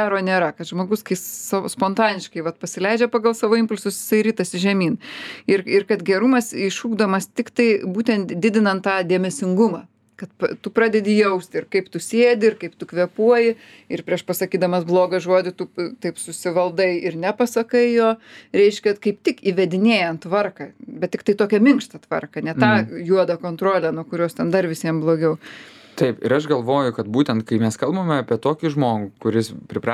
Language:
Lithuanian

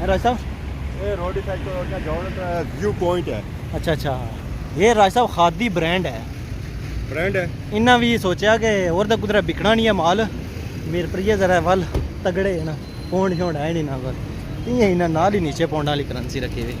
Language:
Pahari-Potwari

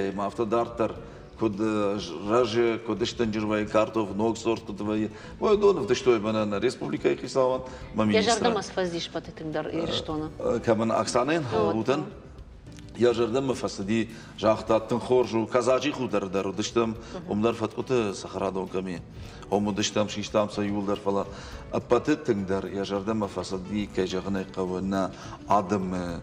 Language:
Ossetic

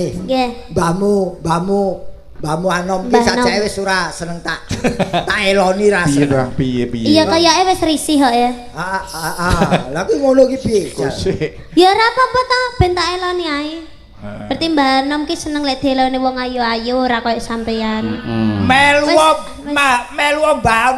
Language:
Javanese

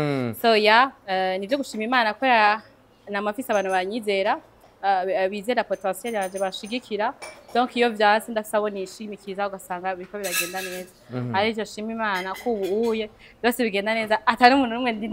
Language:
Rundi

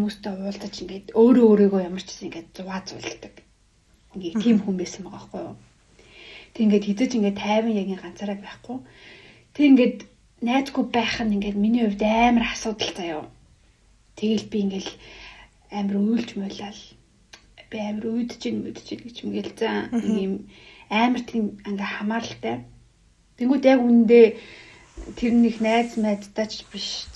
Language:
Mongolian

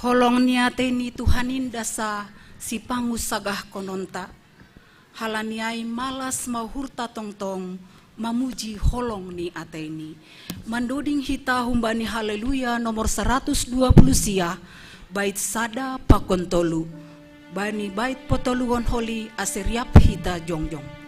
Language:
Batak Simalungun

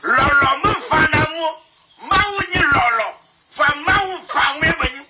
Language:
Ewe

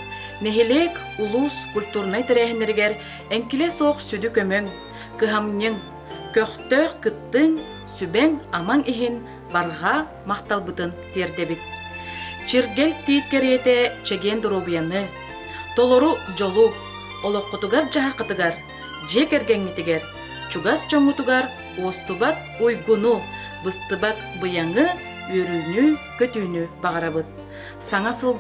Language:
Yakut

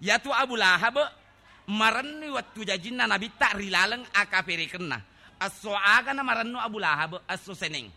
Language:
Buginese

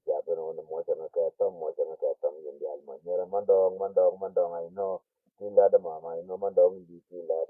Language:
Nuer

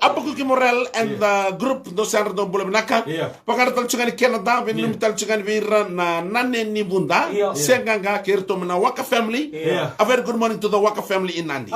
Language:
Fijian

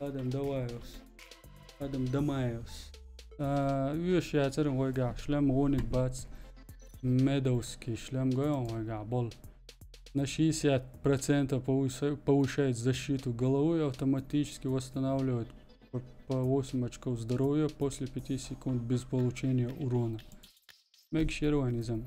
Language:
Chechen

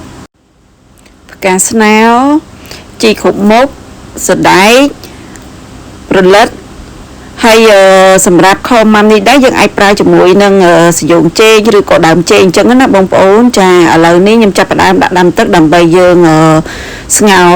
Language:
Khmer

